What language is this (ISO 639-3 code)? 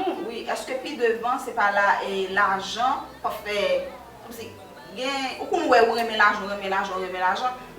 hat